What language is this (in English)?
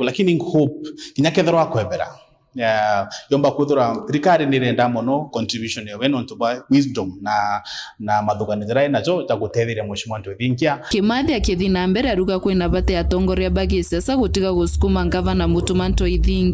Meru